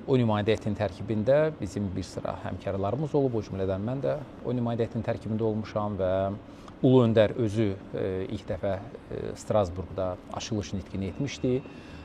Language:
Azerbaijani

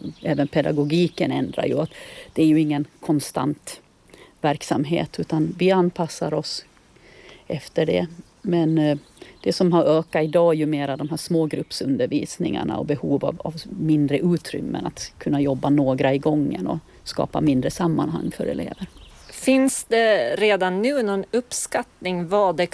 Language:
Swedish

